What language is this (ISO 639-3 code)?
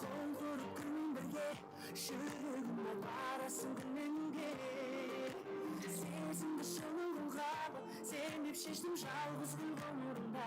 kaa